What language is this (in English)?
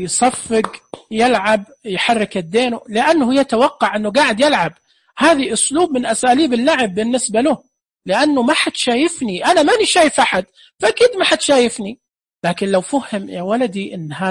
Najdi Arabic